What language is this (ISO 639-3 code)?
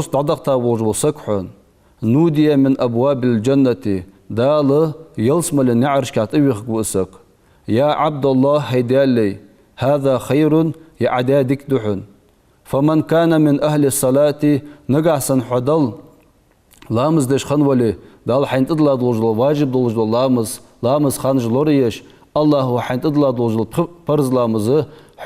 inh